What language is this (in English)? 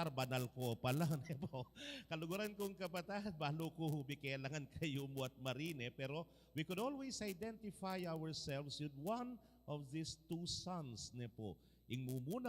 Pampanga